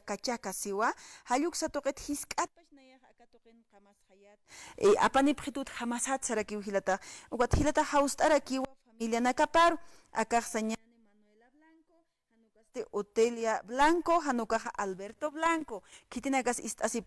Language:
Aymara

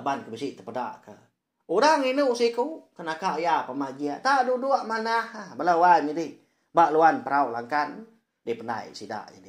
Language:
Iban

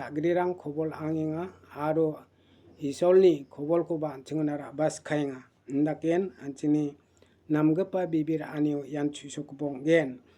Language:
Garo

